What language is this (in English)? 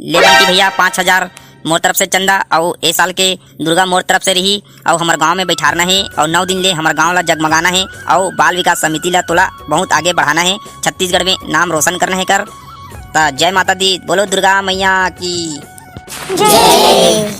Chhattisgarhi